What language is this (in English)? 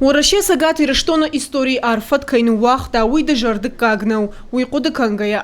Ossetic